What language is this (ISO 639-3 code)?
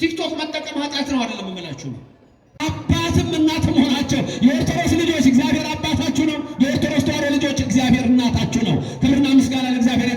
amh